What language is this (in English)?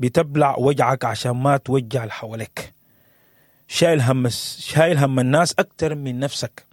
Sudanese Arabic